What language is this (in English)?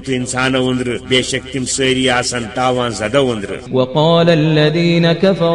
Kashmiri